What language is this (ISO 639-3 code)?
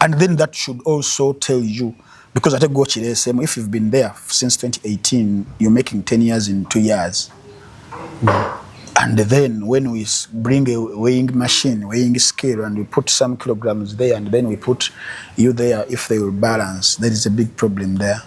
lug